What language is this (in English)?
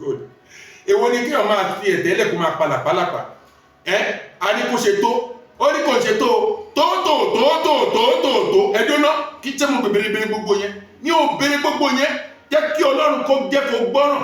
Yoruba